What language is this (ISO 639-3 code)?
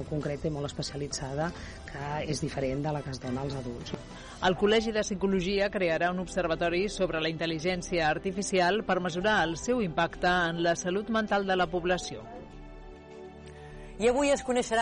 cat